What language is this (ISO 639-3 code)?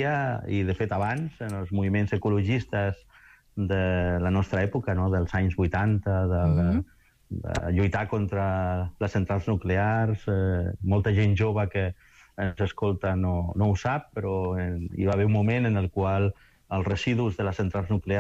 cat